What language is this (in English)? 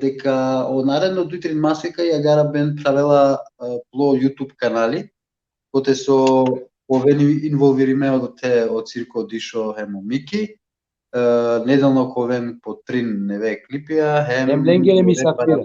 Balkan Romani